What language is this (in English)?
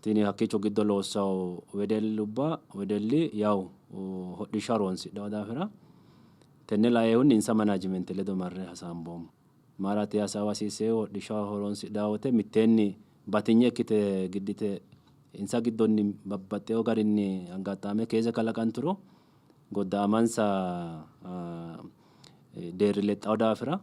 Sidamo